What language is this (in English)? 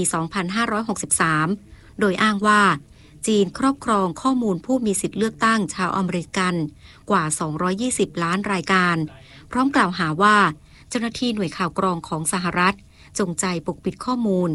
Thai